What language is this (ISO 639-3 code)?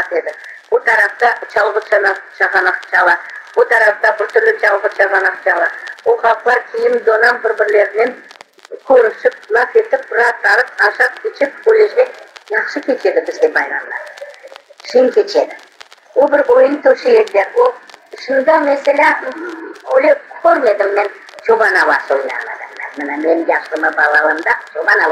crh